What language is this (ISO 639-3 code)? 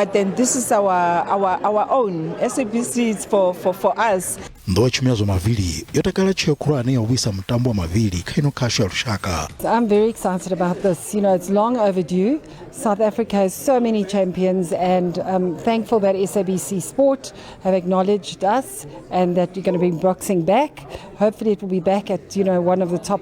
ven